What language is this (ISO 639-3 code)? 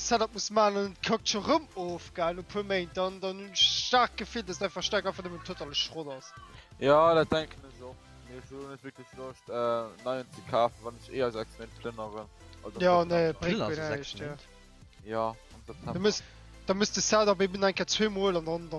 ltz